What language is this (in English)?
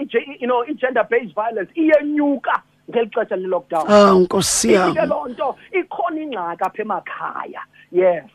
Xhosa